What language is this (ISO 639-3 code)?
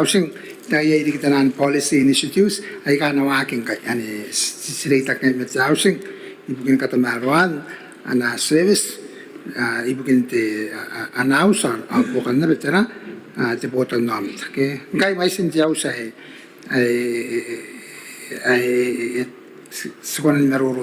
gil